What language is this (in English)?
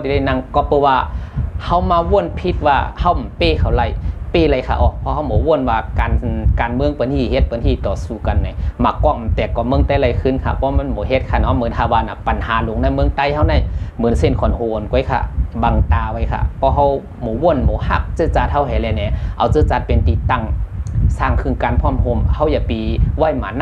Shan